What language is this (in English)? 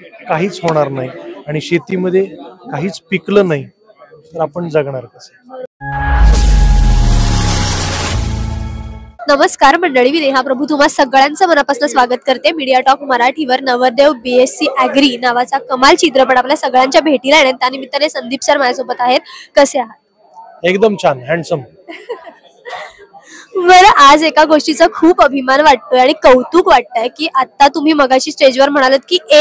Marathi